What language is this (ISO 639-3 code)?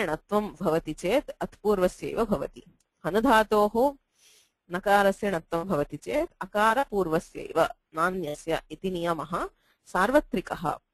san